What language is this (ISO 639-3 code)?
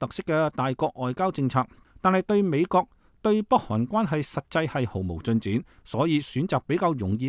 yue